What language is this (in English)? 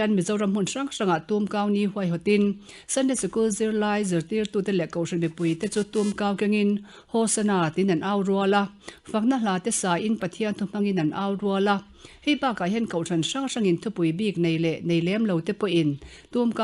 Mizo